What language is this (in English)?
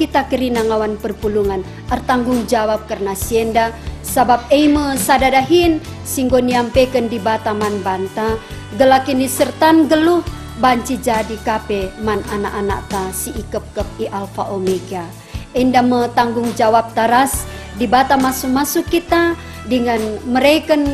Batak Karo